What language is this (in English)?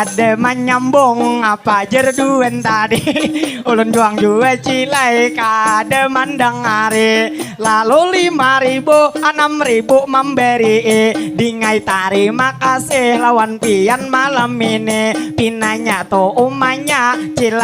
Banjar